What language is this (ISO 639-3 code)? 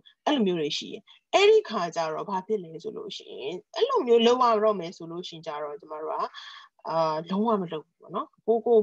mya